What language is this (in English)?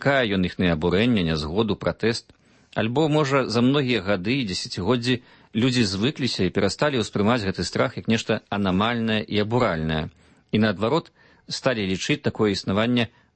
Belarusian